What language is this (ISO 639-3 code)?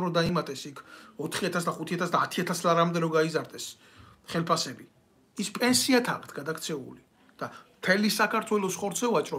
kat